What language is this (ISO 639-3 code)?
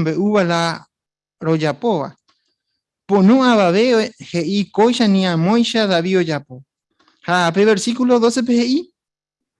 grn